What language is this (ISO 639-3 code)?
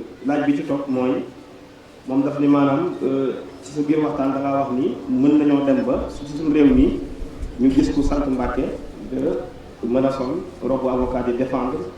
wol